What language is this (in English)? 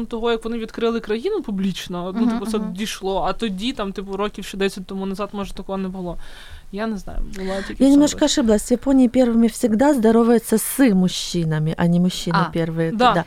Ukrainian